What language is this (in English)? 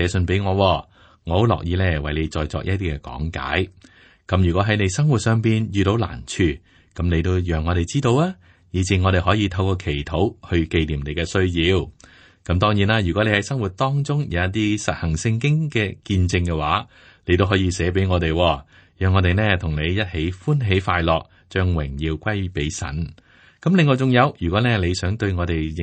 Cantonese